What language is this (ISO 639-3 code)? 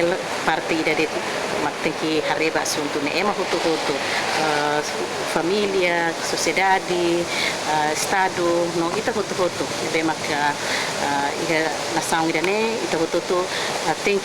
tet